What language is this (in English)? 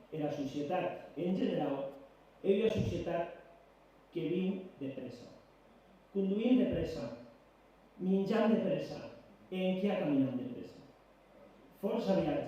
Occitan